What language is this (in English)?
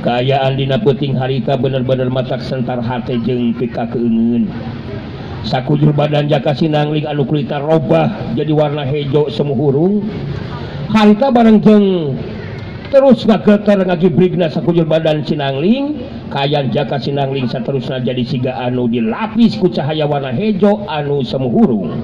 Sundanese